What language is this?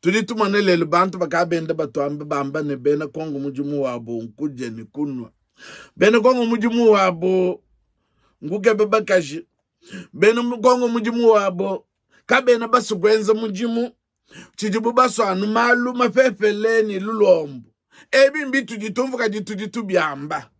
Luba-Lulua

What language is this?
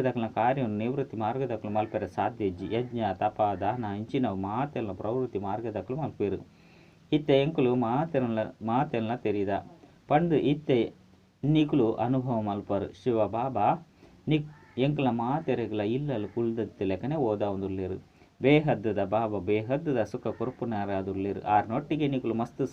Tulu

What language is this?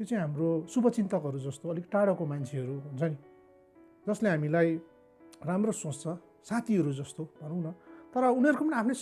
Nepali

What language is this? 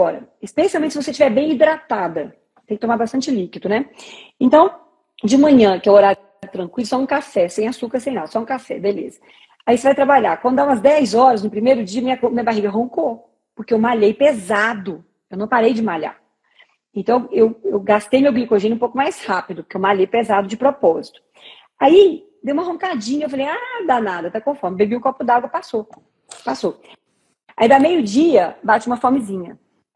Portuguese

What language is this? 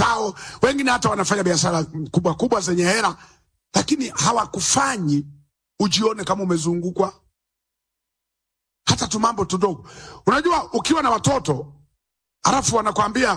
Swahili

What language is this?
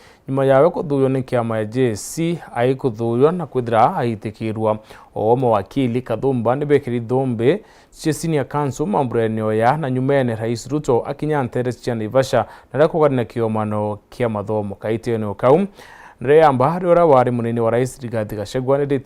Meru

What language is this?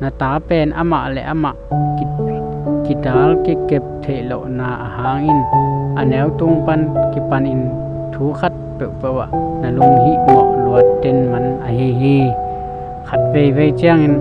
Tedim Chin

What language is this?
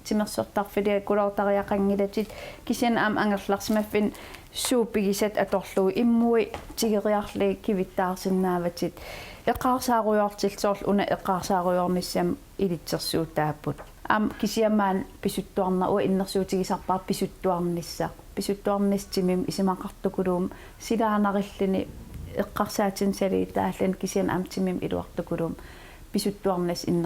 Kalaallisut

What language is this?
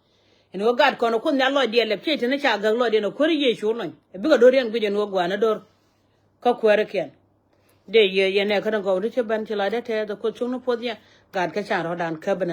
Nuer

